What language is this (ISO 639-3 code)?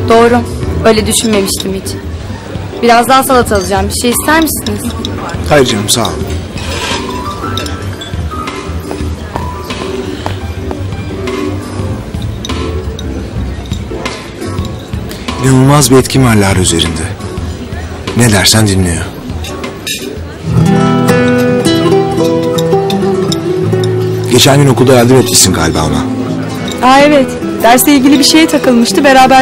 tur